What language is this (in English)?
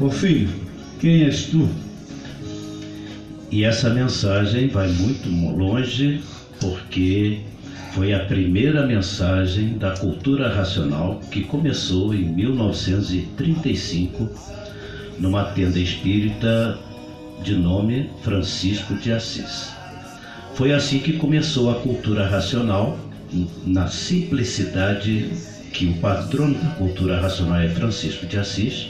Portuguese